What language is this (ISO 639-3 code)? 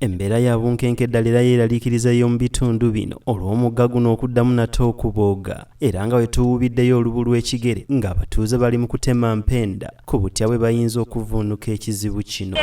lug